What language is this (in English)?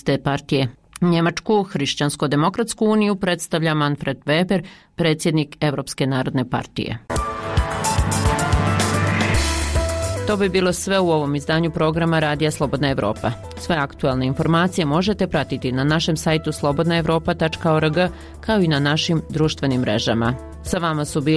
Bosnian